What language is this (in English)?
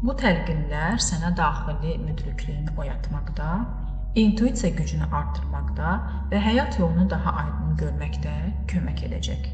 Azerbaijani